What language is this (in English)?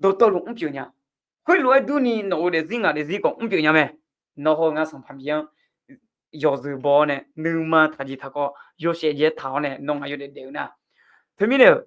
Akha